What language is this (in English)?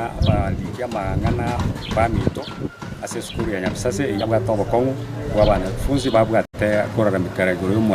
Gusii